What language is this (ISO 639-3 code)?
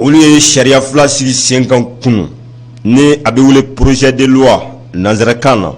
bam